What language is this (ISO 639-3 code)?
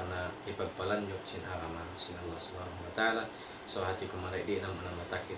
tsg